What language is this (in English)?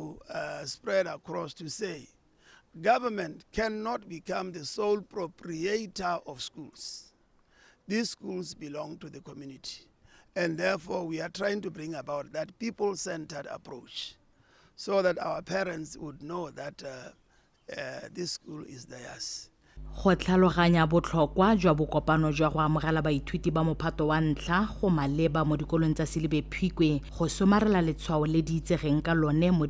Tswana